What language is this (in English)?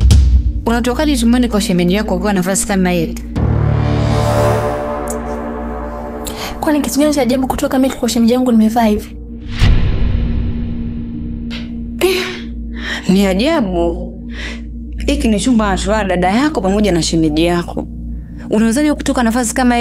Swahili